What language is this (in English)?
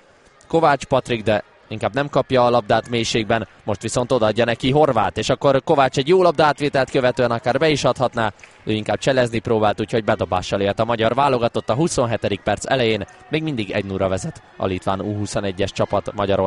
Hungarian